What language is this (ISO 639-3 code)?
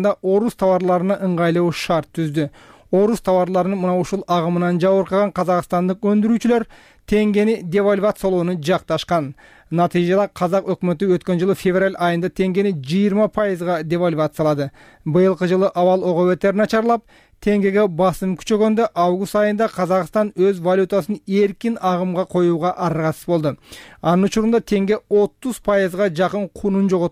kir